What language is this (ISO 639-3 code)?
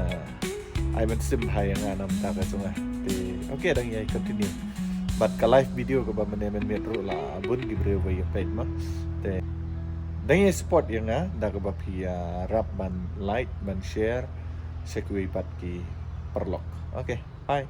kha